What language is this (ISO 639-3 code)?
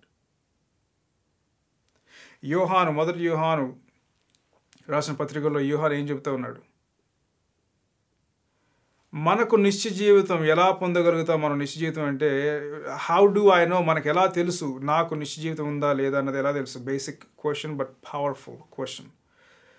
tel